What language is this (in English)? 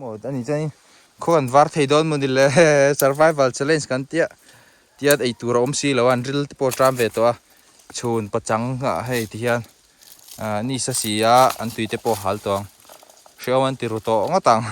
Mizo